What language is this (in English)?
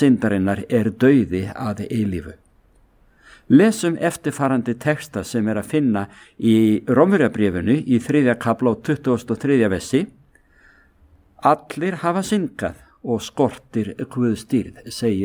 Icelandic